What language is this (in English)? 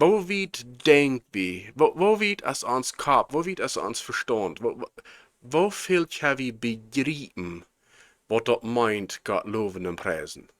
Plautdietsch